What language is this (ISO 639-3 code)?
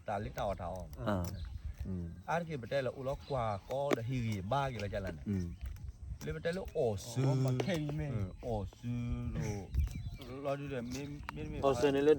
ksw